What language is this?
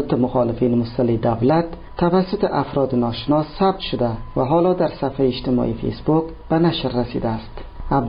Persian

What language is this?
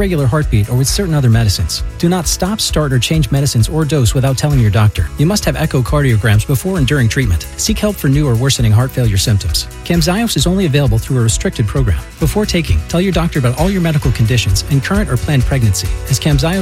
English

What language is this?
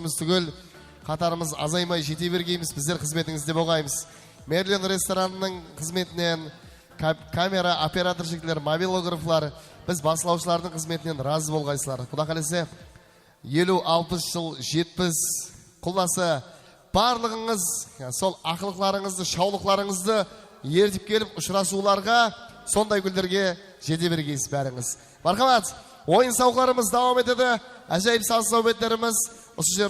Kara-Kalpak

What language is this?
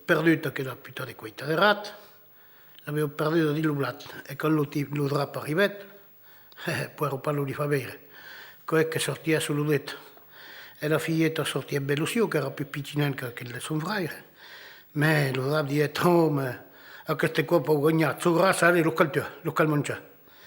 Occitan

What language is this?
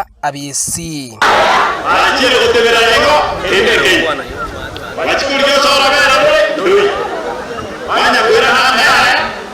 Gusii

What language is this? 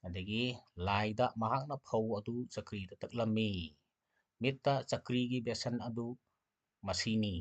Manipuri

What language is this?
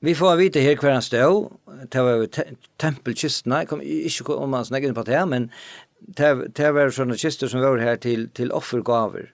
Faroese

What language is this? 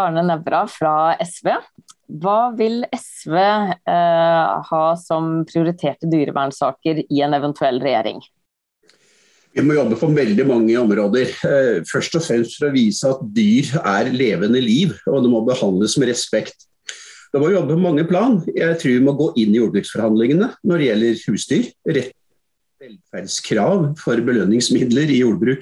Norwegian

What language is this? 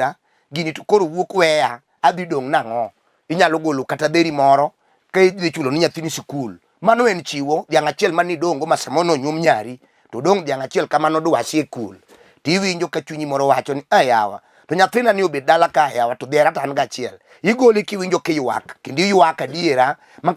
Luo (Kenya and Tanzania)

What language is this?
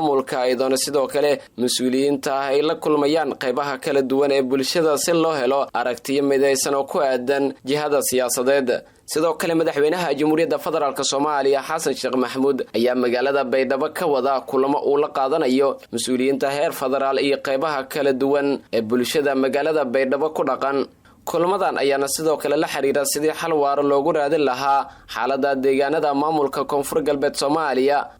Somali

